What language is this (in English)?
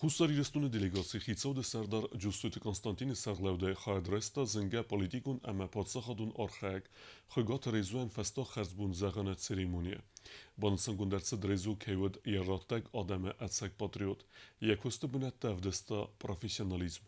Ossetic